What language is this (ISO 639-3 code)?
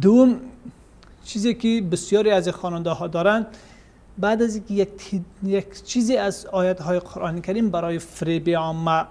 fas